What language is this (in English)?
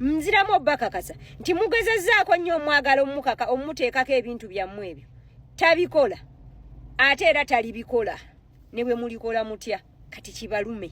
Ganda